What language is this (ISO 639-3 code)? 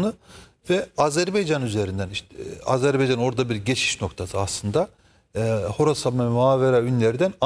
tur